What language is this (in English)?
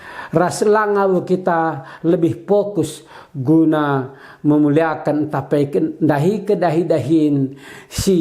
Batak Karo